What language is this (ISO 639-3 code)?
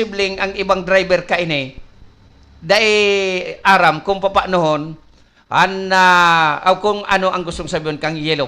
bik